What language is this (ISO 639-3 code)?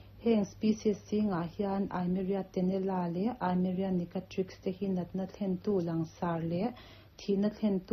lus